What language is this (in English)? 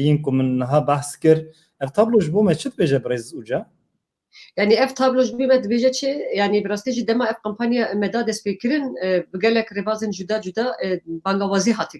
Kurdish